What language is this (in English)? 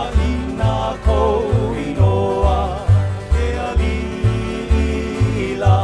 Hawaiian